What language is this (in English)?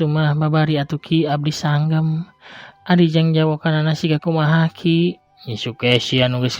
Sundanese